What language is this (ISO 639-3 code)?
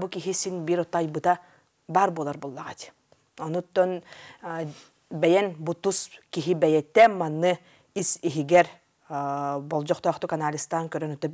sah